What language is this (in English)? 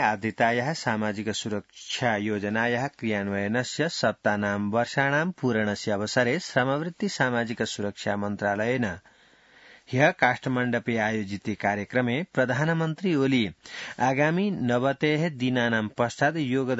Sanskrit